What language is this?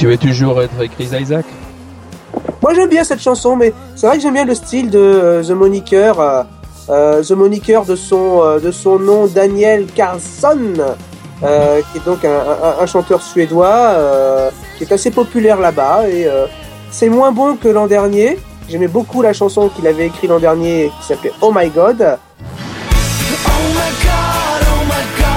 French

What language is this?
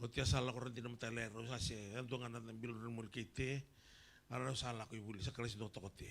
Fijian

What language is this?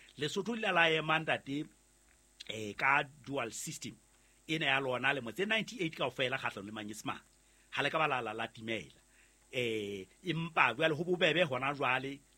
Southern Sotho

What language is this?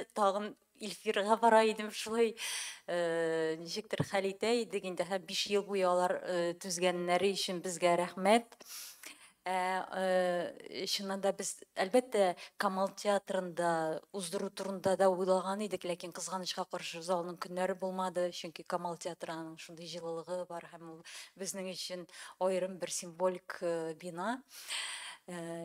Tatar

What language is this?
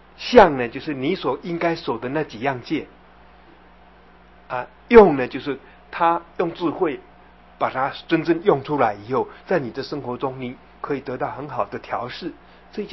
Chinese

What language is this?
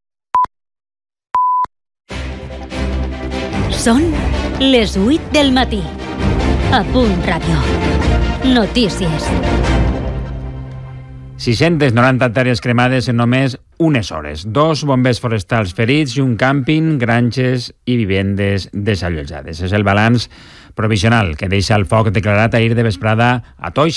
Catalan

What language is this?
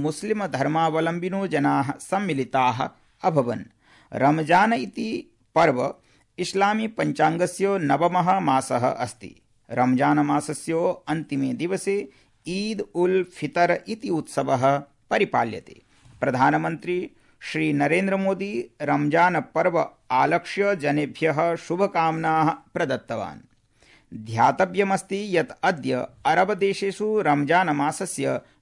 Sanskrit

